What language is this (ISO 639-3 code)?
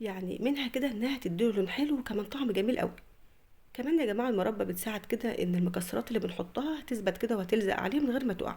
arz